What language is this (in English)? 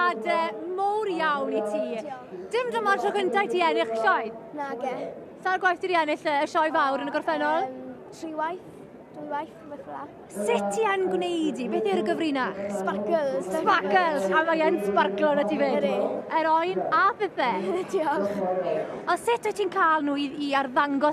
Welsh